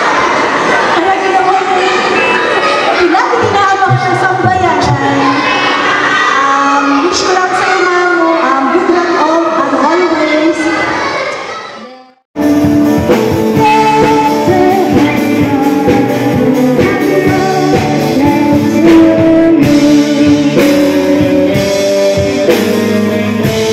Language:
Filipino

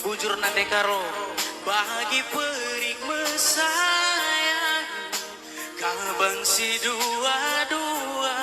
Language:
Batak Karo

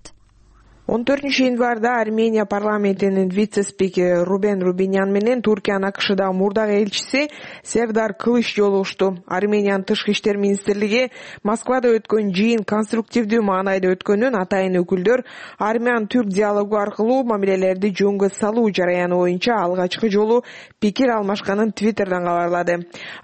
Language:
Kyrgyz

